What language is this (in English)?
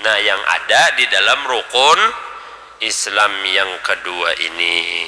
Banjar